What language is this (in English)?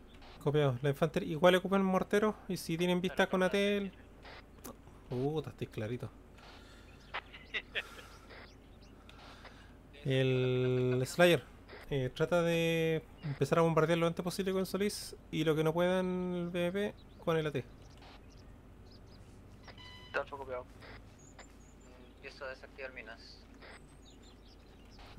Spanish